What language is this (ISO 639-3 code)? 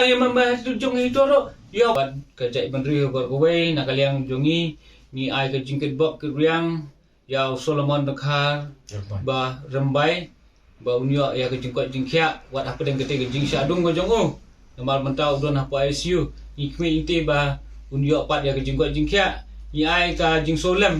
kha